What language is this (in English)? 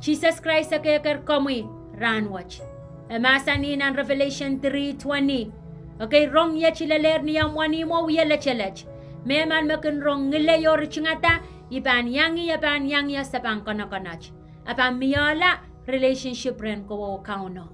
Pohnpeian